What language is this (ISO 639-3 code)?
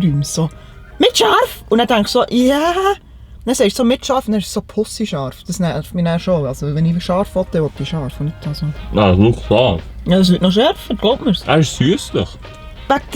gsw